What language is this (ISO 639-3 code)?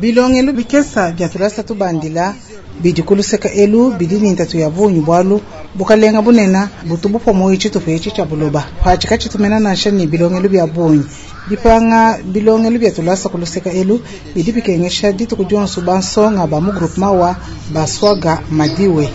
lua